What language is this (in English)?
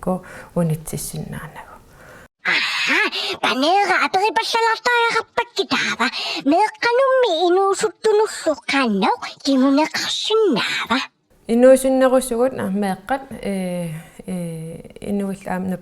Kalaallisut